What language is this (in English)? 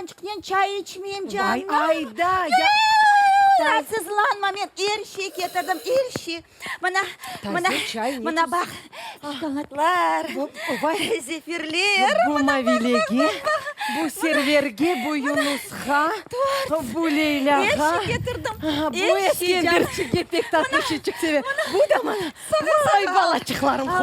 Crimean Tatar